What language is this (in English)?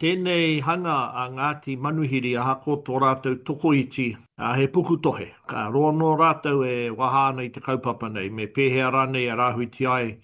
Māori